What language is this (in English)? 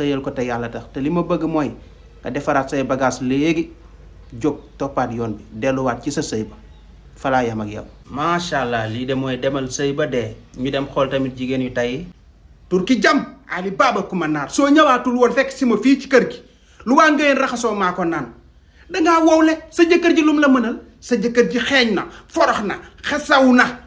Wolof